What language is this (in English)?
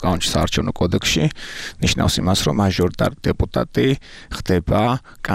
Georgian